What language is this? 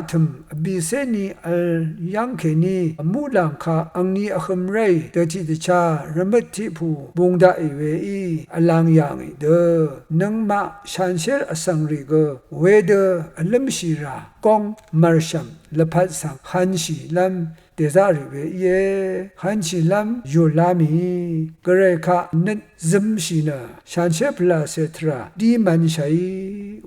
Rawang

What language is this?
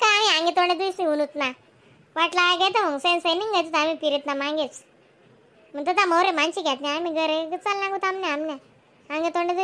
Khandesi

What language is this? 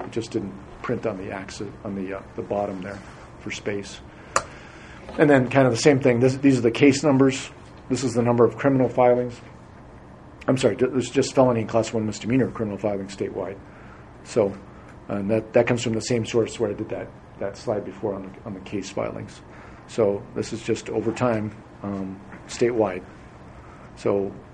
English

